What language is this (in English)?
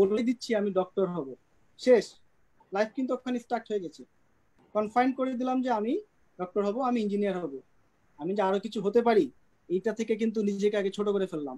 Bangla